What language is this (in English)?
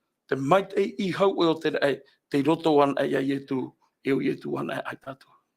Tahitian